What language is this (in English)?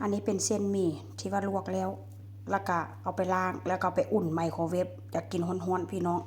Northeastern Thai